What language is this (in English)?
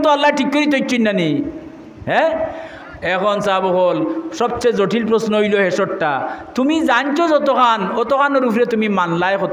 Sylheti